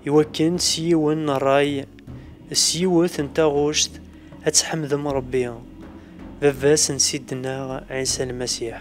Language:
Kabyle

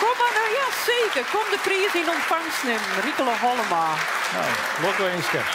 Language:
Western Frisian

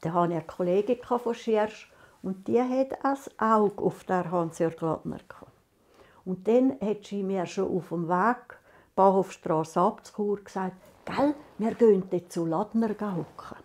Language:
Swiss German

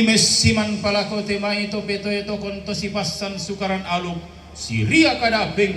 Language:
Toraja-Sa'dan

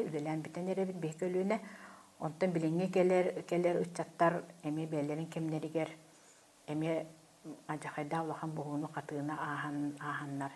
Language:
Yakut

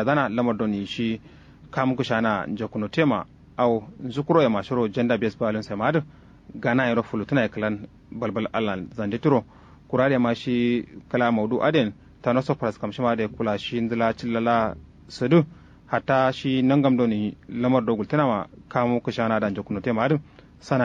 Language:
Kanuri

